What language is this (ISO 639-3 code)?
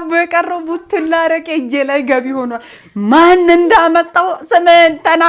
amh